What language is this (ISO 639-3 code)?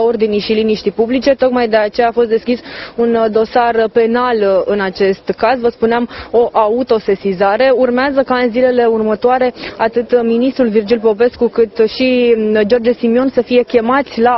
ron